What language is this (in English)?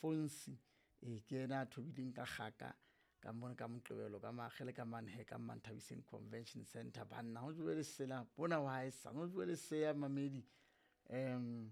Southern Sotho